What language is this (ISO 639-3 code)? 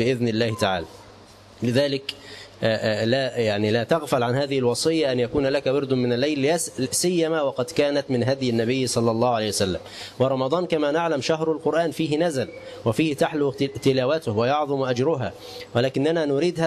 ara